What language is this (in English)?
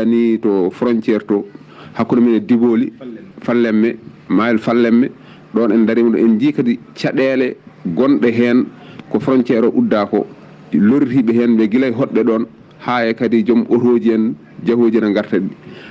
Fula